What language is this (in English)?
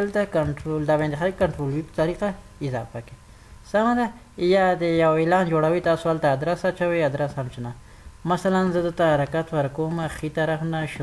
Pashto